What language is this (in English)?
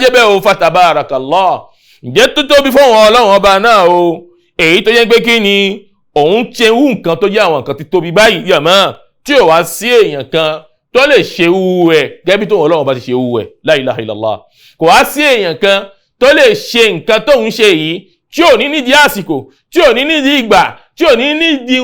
Yoruba